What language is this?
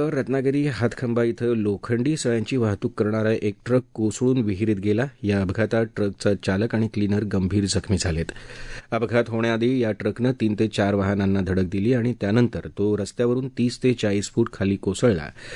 Marathi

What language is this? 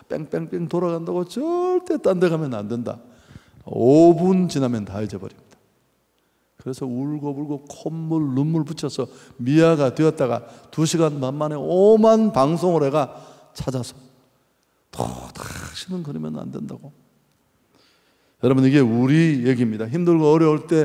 Korean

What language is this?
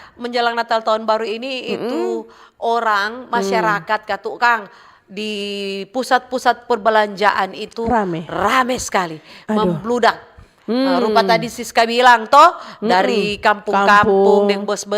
Manado Malay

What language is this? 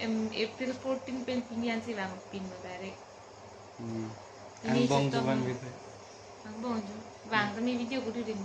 Karbi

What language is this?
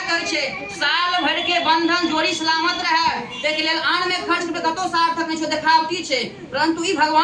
Maithili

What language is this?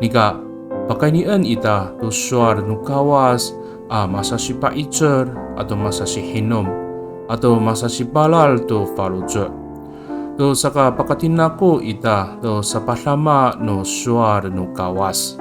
Amis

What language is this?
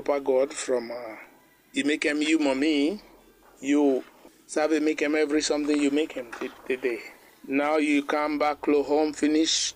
Bislama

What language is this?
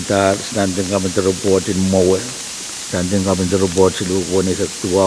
Pohnpeian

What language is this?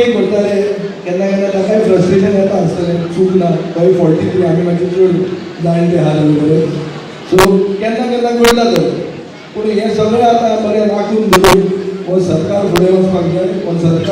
Konkani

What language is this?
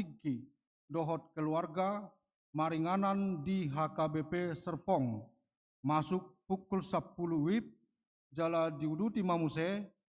Batak Toba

